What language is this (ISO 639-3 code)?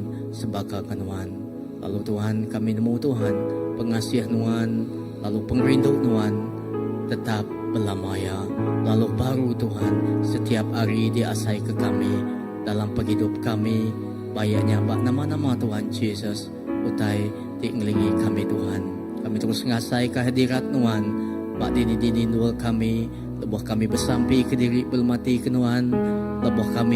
iba